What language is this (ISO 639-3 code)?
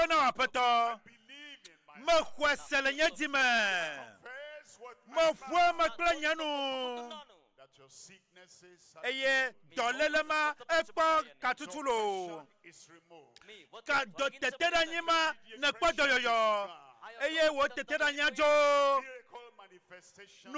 ewe